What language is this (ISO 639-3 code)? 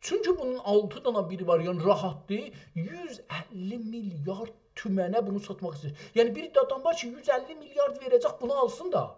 azb